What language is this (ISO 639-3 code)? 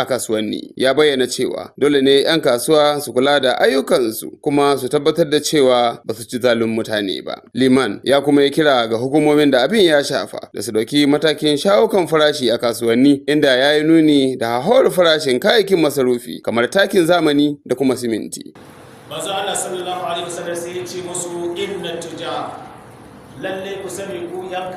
hau